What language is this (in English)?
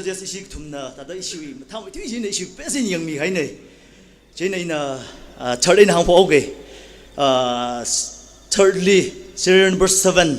Tangkhul Naga (India)